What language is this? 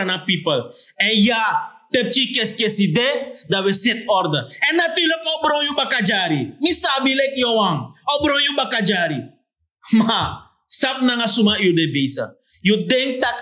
Sranan Tongo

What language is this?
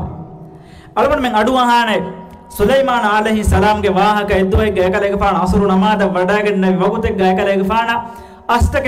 Divehi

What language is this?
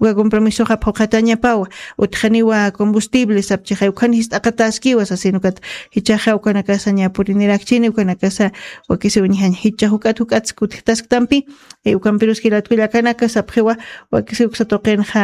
Aymara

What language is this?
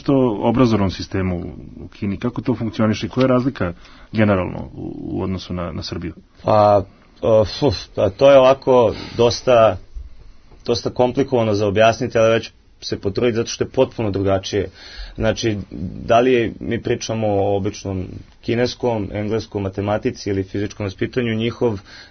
Serbian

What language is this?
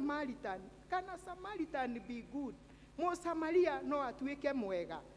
Kikuyu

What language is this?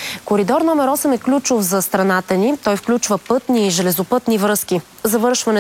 Bulgarian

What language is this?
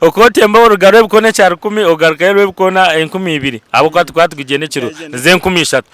Nyankole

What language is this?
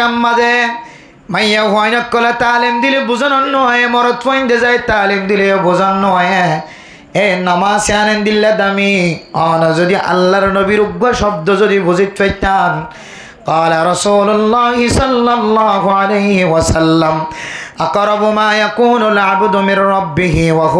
Rohingya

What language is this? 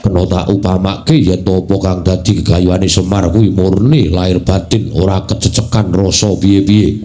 Javanese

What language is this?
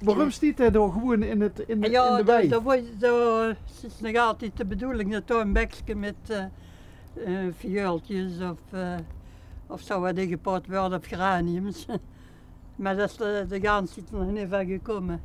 Limburgish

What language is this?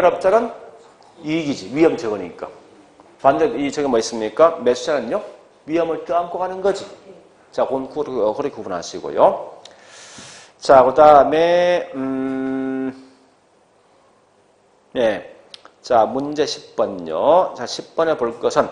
Korean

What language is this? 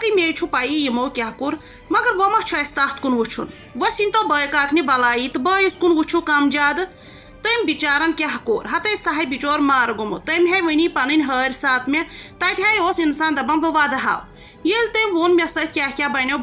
Kashmiri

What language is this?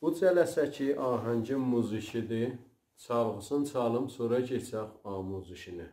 South Azerbaijani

